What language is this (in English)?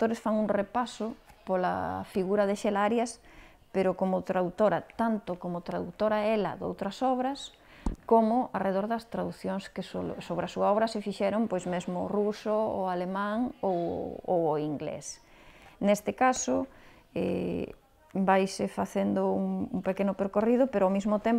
Galician